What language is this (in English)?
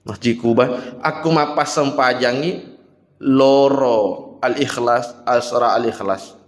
Buginese